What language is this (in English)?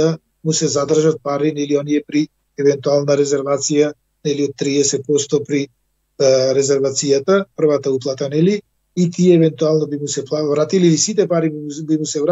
Macedonian